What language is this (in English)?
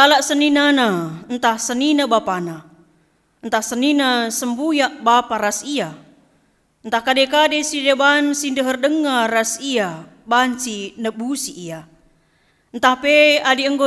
Batak Karo